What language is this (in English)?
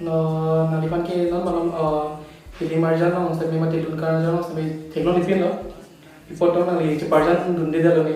Karbi